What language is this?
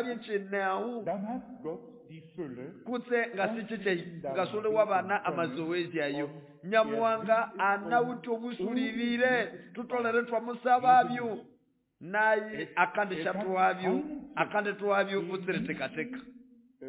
Nande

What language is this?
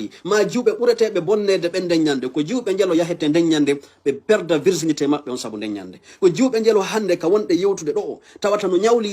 Fula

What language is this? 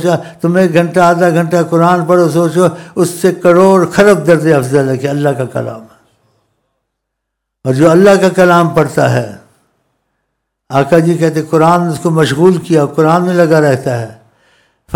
Urdu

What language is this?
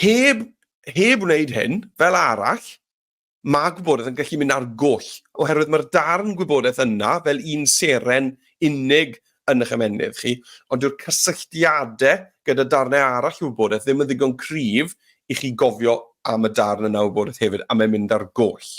Welsh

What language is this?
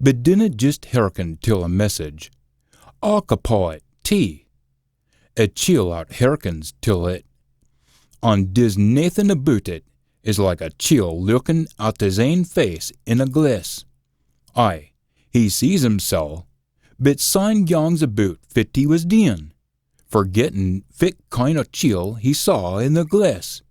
Scots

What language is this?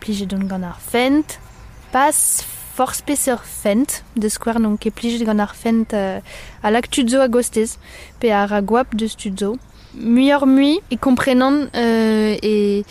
Breton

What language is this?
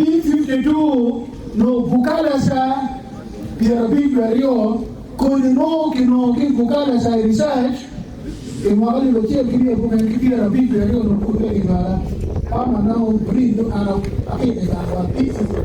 Acoli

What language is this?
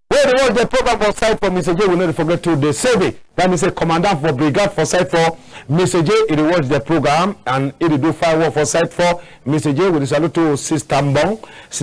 Cameroon Pidgin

